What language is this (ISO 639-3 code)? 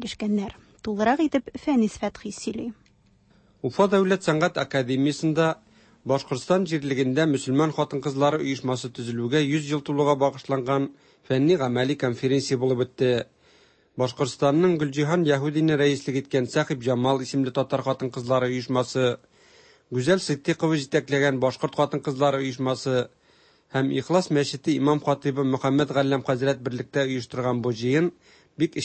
tat